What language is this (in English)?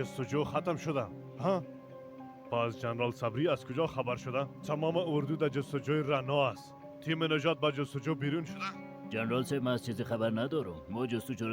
Persian